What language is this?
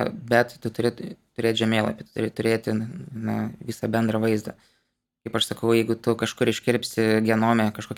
Lithuanian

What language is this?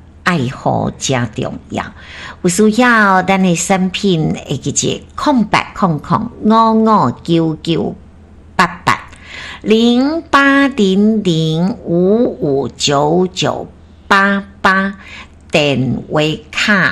Min Nan Chinese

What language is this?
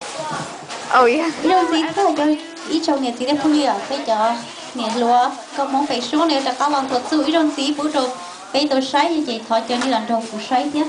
Hmong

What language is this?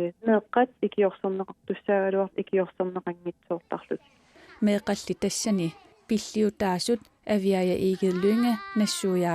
Kalaallisut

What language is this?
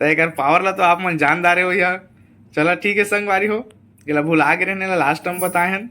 Chhattisgarhi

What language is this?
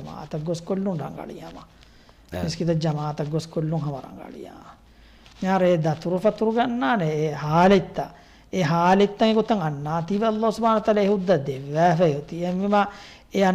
Divehi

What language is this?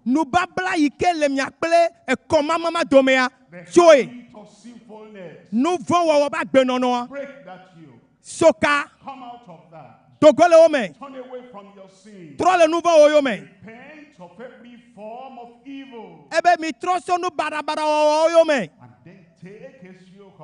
Ewe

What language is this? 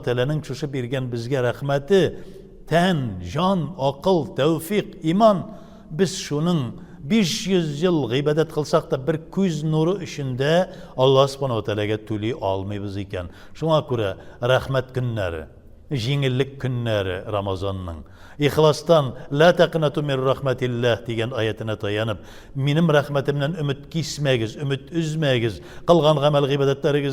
Tatar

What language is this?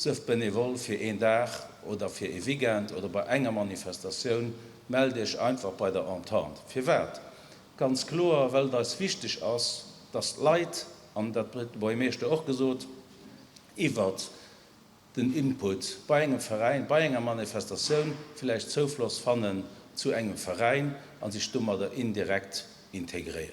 Luxembourgish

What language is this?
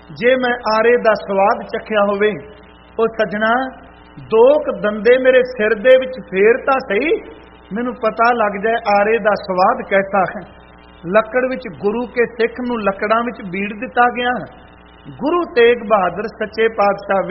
Punjabi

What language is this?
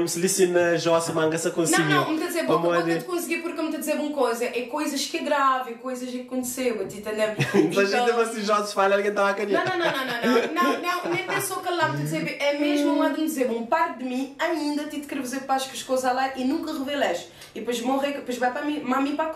Kabuverdianu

